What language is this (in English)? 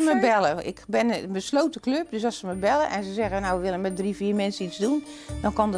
Western Frisian